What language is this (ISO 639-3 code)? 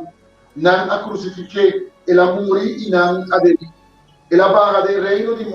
pap